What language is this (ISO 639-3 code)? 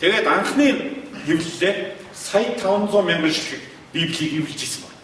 mon